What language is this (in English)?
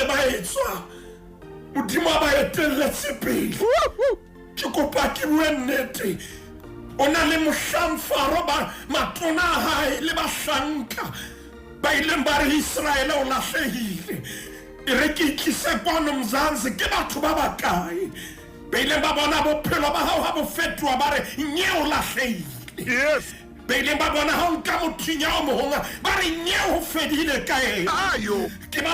Southern Sotho